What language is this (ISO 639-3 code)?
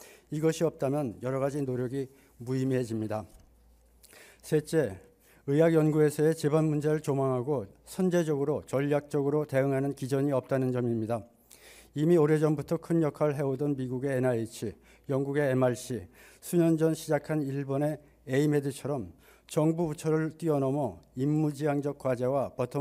kor